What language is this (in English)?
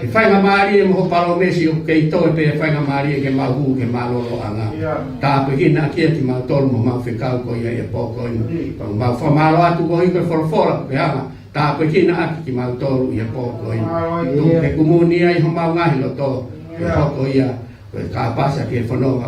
Tongan